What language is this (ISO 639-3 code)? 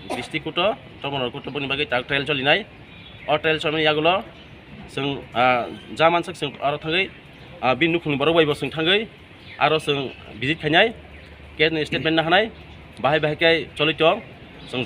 ria